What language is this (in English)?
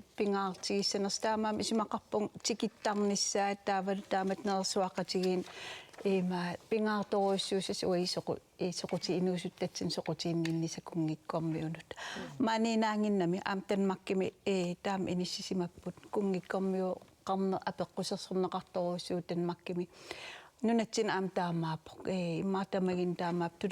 Kalaallisut